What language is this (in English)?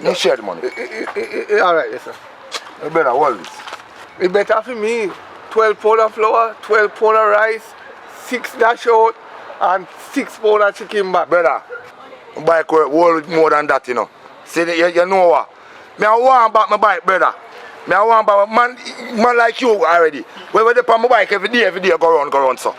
Jamaican Creole English